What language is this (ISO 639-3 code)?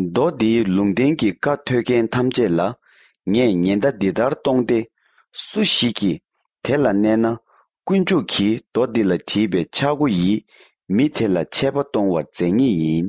bod